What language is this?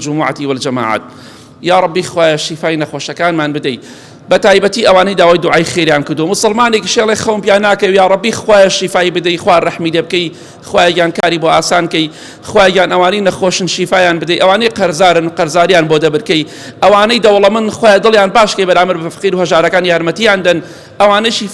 Central Kurdish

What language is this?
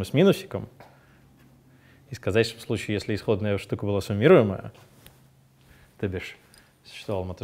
Russian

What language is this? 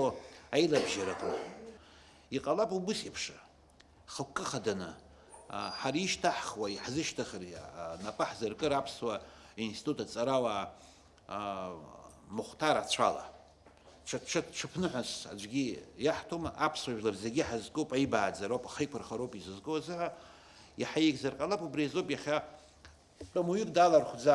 Abkhazian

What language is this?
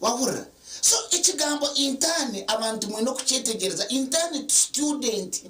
Nyankole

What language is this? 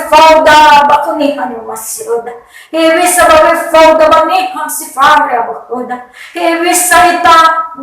Nias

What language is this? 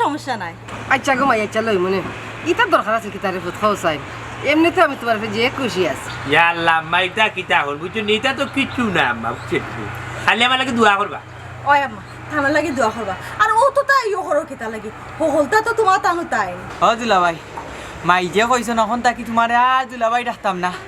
Sylheti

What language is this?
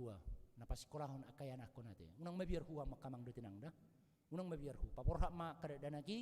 Batak Toba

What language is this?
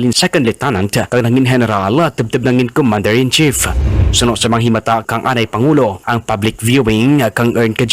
Kinaray-a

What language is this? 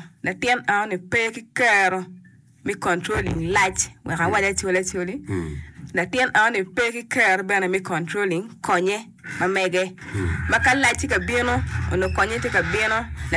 Acoli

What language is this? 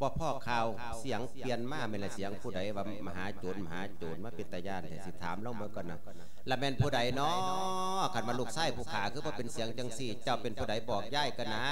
Lao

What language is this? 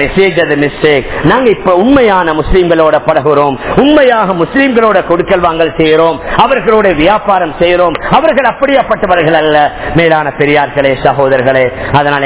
Tamil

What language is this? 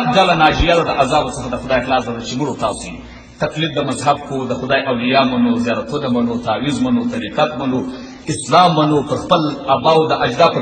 Pashto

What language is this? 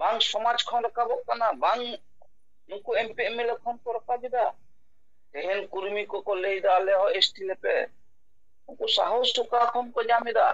Santali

